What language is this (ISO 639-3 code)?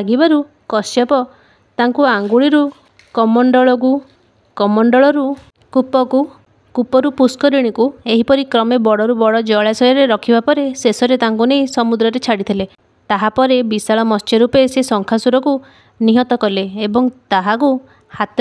ori